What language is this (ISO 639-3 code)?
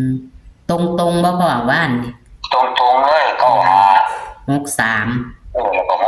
tts